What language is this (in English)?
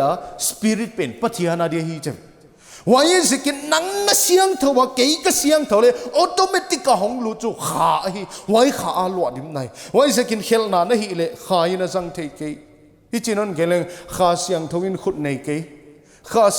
Paite Chin